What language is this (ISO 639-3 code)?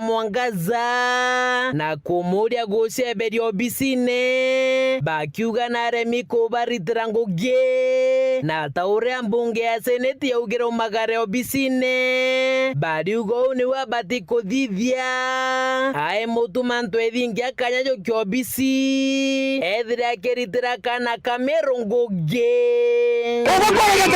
mer